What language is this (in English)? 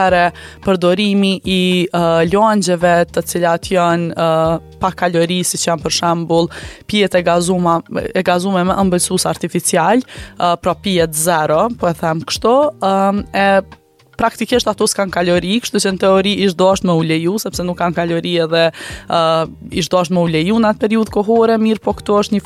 Albanian